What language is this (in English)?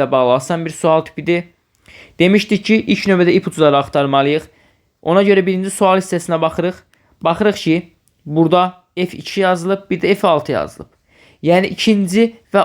Azerbaijani